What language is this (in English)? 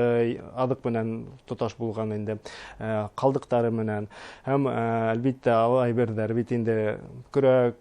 Bashkir